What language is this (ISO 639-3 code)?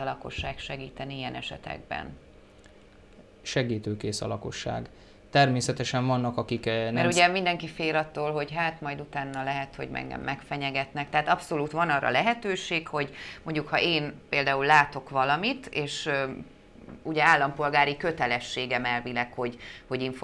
hun